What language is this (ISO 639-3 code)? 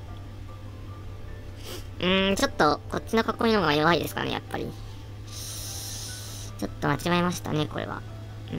jpn